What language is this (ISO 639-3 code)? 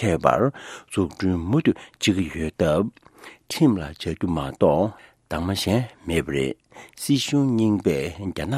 bod